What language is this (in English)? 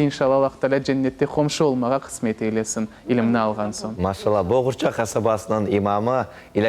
Crimean Tatar